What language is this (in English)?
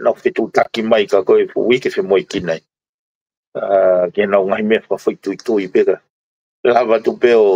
Tongan